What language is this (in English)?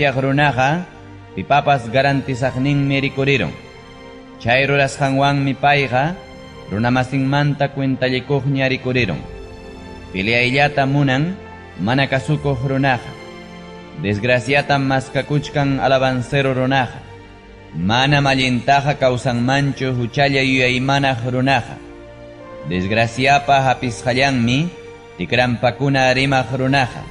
Ayacucho Quechua